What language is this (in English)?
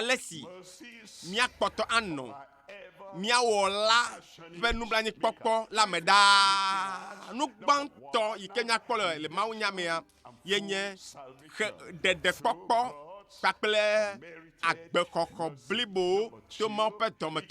Ewe